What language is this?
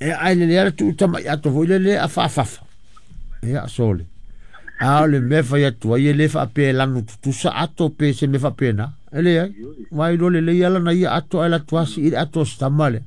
Samoan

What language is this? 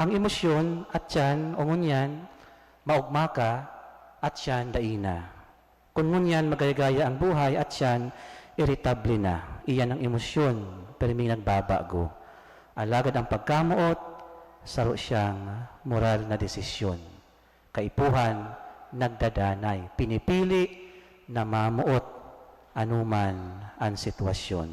Bikol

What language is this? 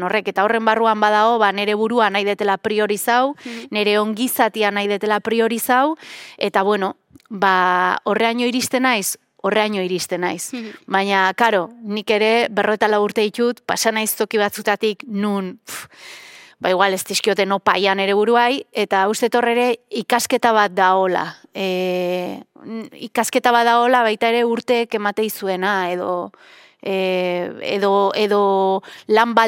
Basque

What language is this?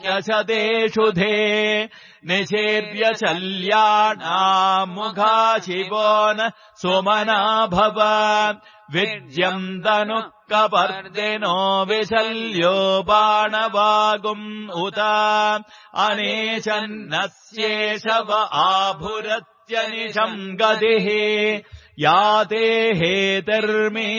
Sanskrit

